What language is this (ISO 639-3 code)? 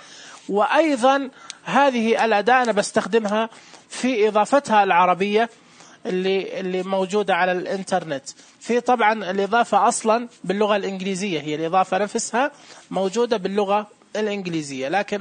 ars